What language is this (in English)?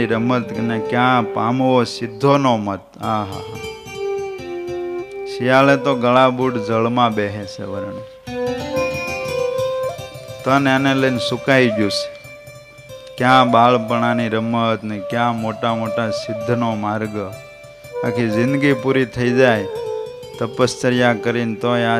Gujarati